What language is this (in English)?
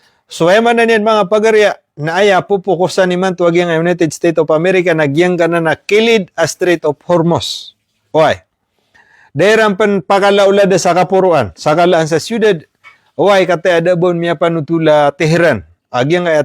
Maranao